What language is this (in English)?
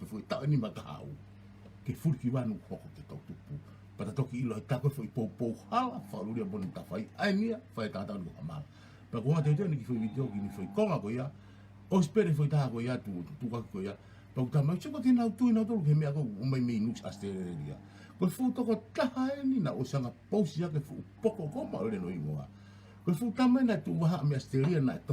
Tongan